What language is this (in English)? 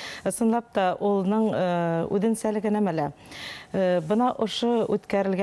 Bashkir